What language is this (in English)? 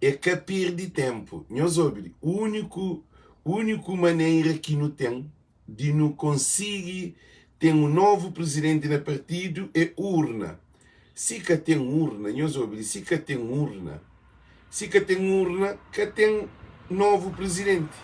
Kabuverdianu